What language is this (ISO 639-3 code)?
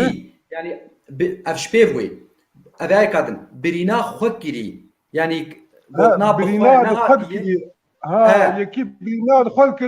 kur